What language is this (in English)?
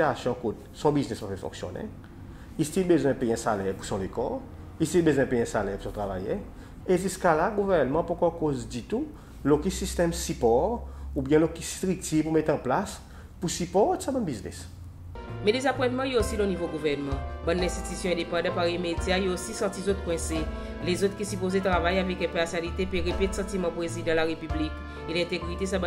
Seselwa Creole French